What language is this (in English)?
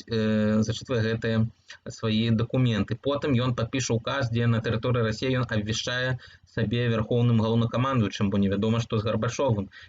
Belarusian